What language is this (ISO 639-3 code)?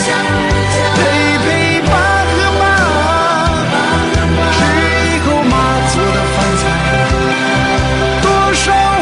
zho